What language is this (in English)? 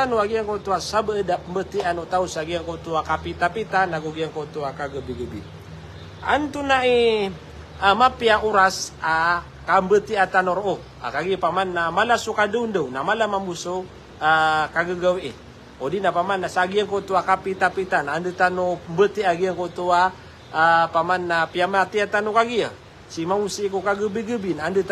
Maranao